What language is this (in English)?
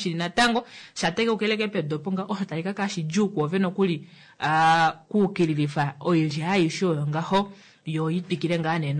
Kuanyama